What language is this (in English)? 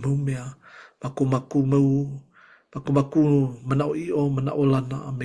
Hawaiian